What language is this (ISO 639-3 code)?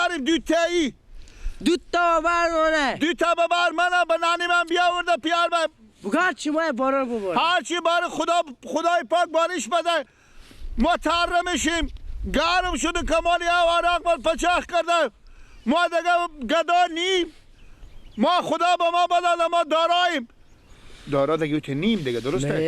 fas